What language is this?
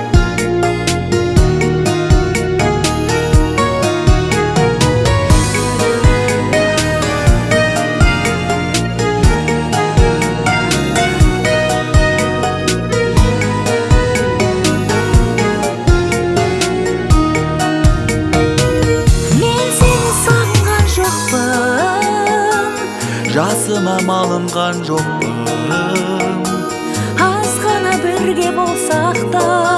Kazakh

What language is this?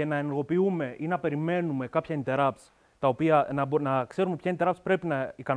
Greek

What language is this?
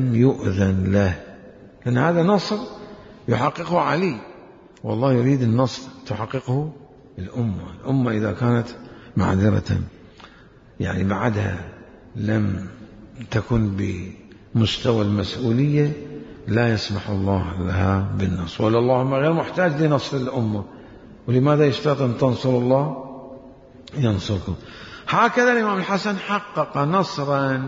Mesopotamian Arabic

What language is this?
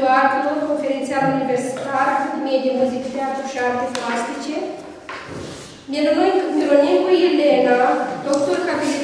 Romanian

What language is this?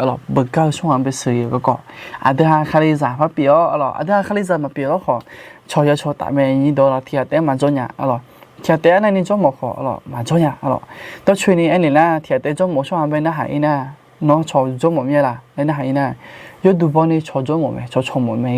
Akha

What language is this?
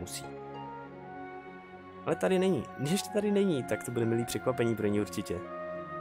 Czech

